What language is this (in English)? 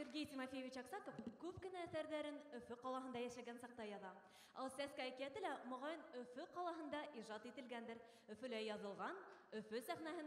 Bashkir